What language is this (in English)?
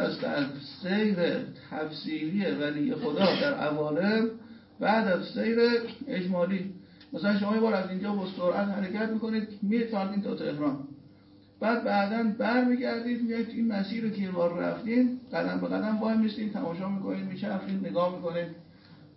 Persian